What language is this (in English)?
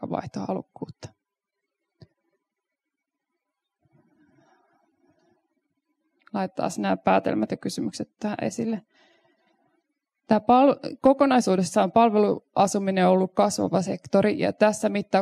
Finnish